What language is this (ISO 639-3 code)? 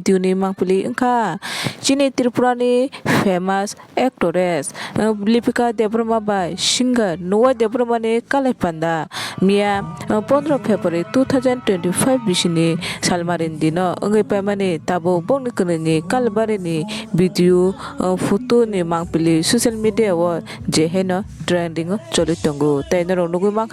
trp